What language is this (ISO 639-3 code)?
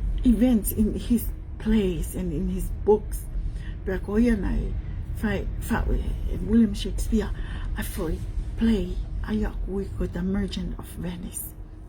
ton